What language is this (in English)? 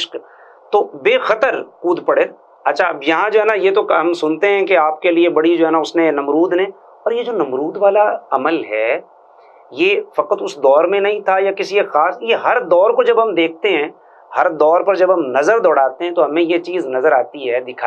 Urdu